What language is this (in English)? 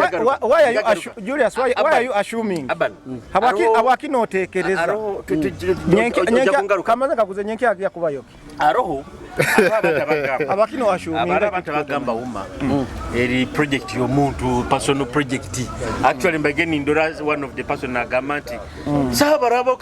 Nyoro